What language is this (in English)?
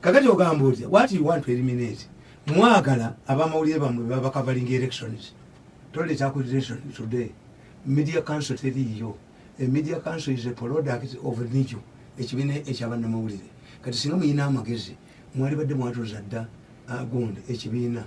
Ganda